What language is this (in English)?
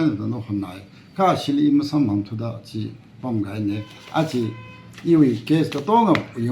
Tangkhul Naga (India)